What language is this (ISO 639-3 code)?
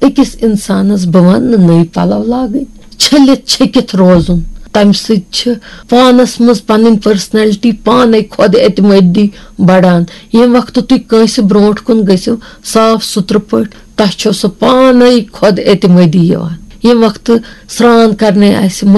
kas